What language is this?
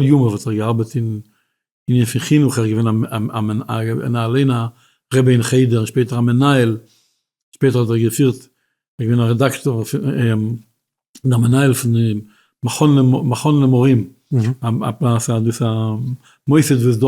Yiddish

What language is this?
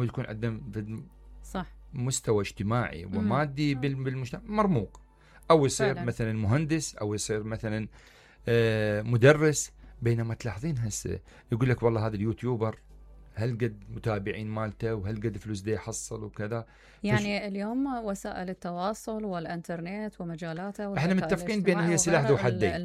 Mesopotamian Arabic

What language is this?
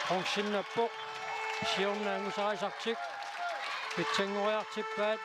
Kalaallisut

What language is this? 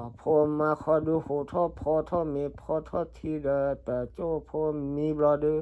S'gaw Karen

